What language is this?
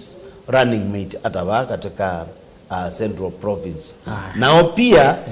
Kamba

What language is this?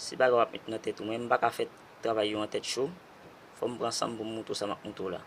Haitian Creole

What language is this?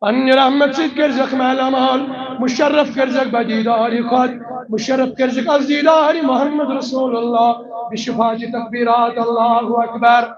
Kashmiri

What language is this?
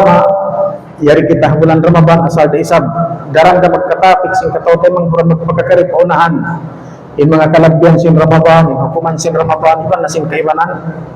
Tausug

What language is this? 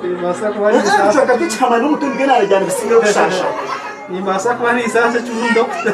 Nyankole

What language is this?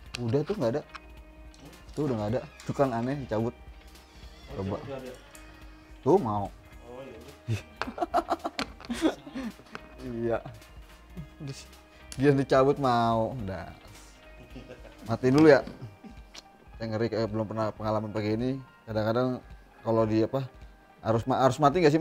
Indonesian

